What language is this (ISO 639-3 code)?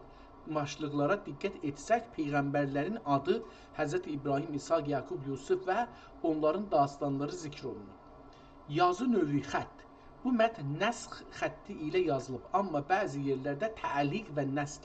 azb